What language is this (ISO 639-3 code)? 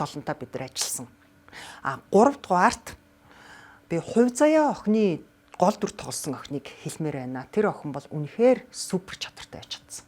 mon